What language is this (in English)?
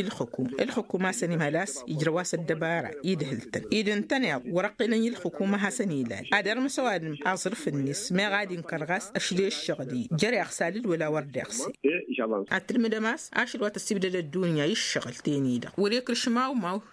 Tamasheq